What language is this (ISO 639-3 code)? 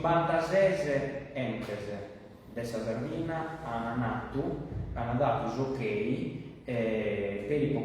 srd